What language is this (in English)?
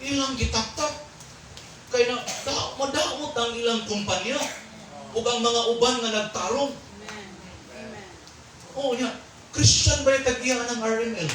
Cebuano